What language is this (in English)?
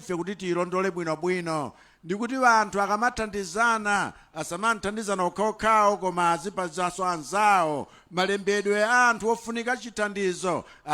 Nyanja